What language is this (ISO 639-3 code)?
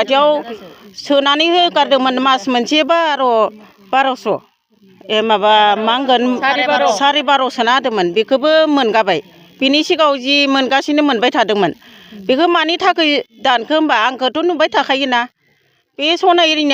brx